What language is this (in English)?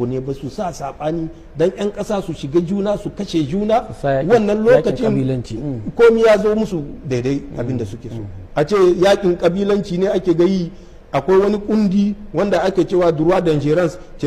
Hausa